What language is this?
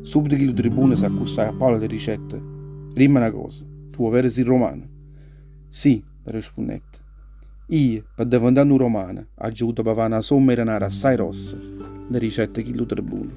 Neapolitan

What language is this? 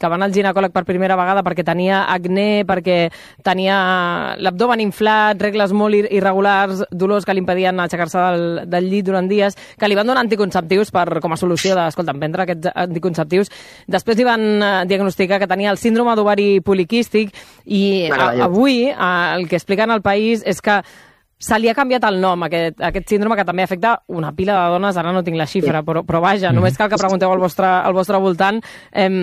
Catalan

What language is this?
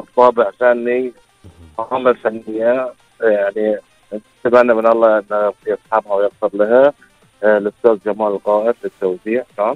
Gulf Arabic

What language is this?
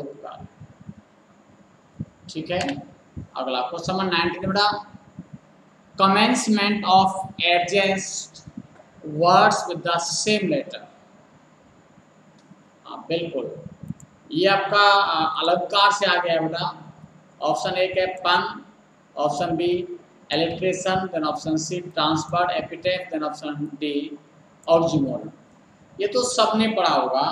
Hindi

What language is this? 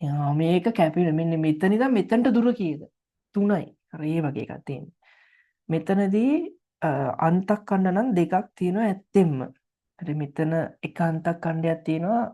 Sinhala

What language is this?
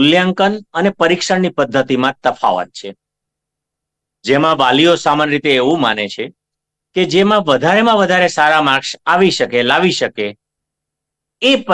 Gujarati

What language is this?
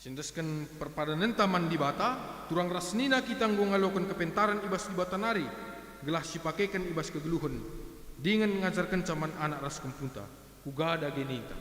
Batak Karo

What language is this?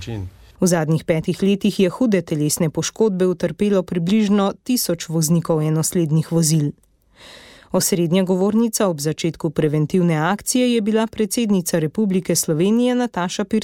Slovenian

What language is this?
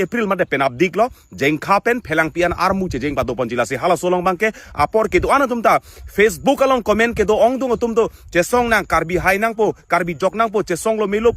Karbi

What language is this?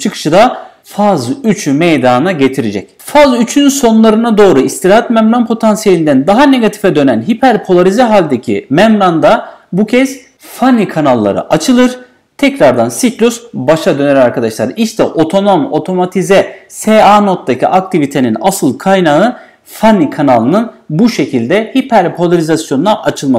Turkish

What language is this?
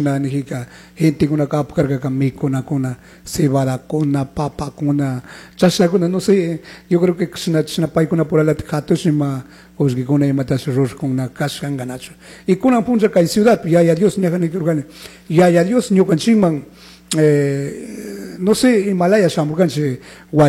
Chimborazo Highland Quichua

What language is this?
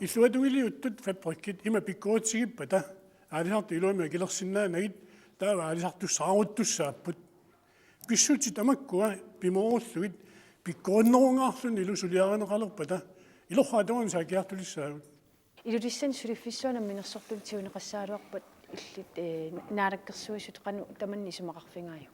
Kalaallisut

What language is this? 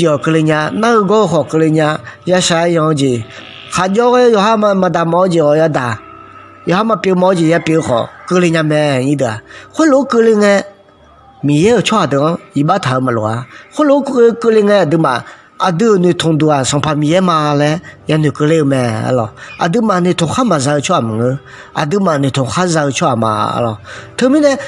Akha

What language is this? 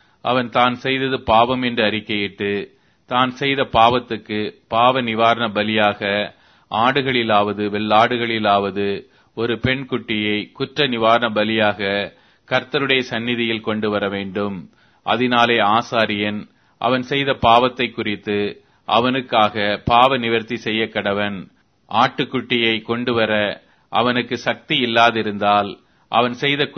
Tamil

